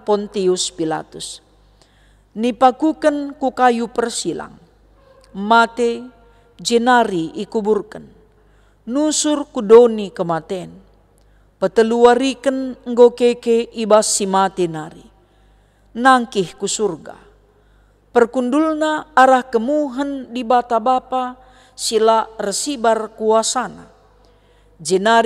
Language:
Batak Karo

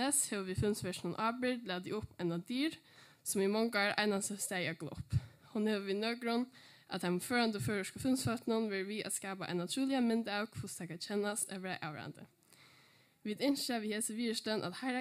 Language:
Faroese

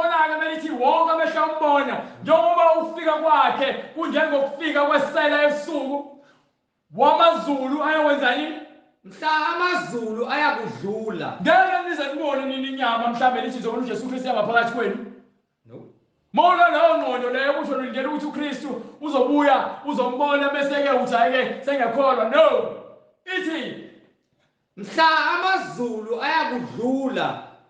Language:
Zulu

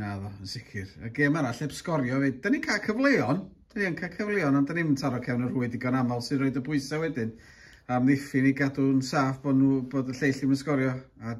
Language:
Welsh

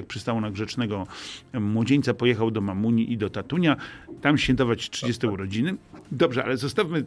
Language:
Polish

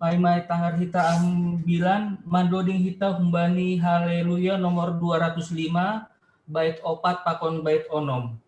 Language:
Batak Simalungun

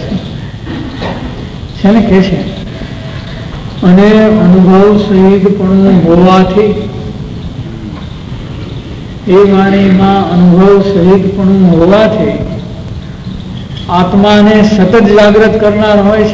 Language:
Gujarati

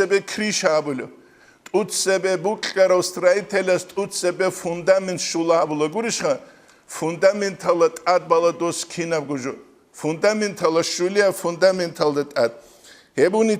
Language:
Avaric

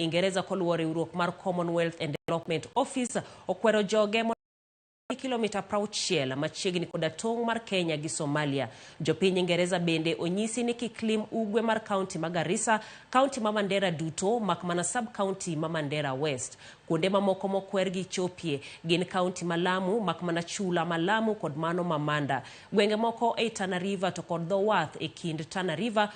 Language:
Luo (Kenya and Tanzania)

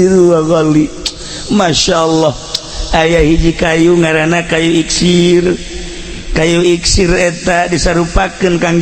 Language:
Sundanese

